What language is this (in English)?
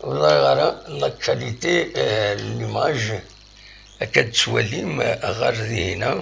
Kabyle